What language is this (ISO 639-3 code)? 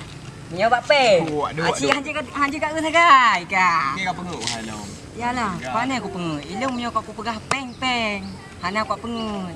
ace